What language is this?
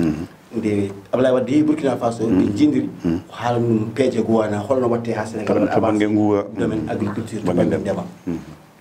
Fula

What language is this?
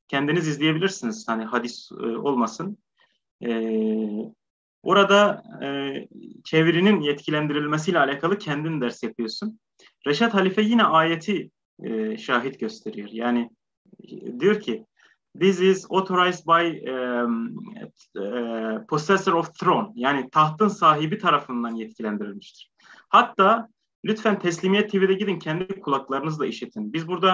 Turkish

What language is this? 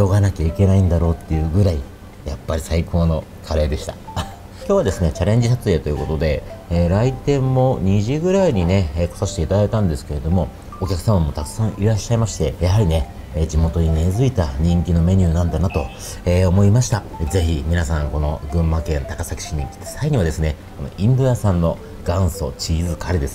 Japanese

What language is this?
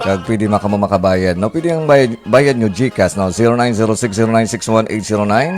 Hiligaynon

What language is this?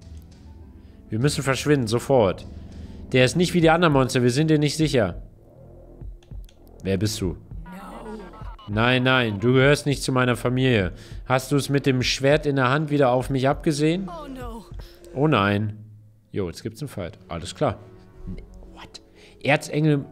German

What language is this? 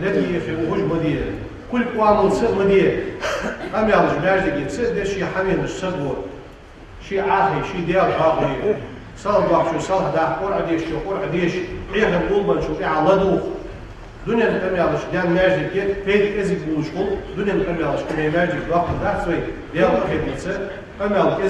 Ingush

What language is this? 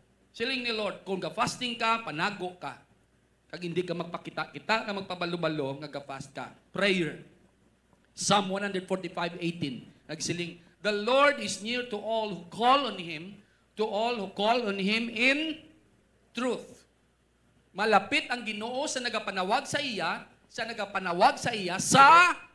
Hiligaynon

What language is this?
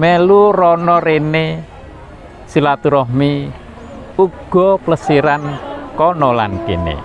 Javanese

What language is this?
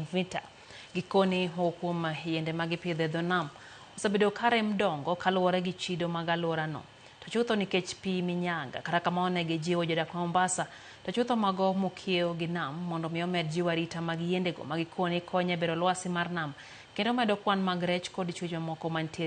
Luo (Kenya and Tanzania)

